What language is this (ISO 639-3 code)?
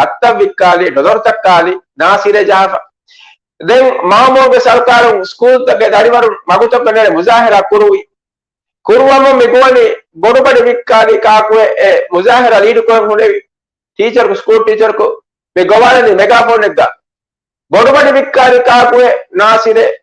div